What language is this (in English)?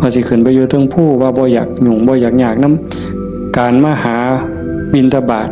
Northeastern Thai